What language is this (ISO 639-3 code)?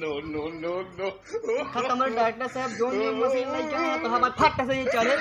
awa